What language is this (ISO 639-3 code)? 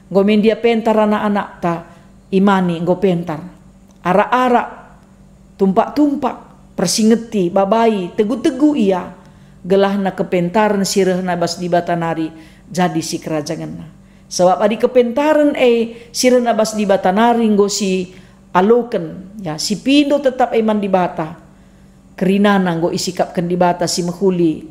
btx